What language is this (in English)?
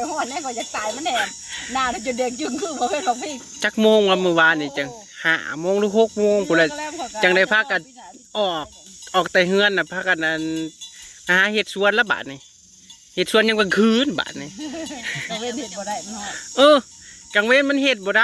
Northeastern Thai